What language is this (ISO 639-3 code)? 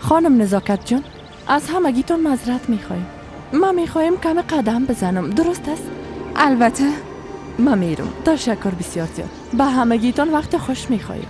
fas